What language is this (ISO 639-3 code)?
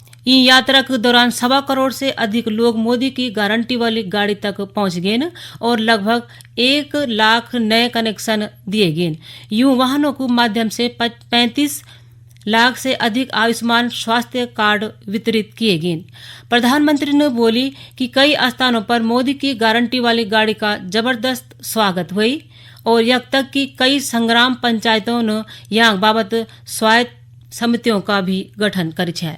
gbm